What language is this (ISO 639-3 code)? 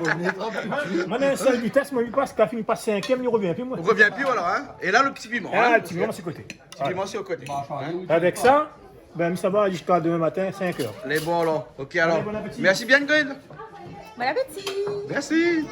rcf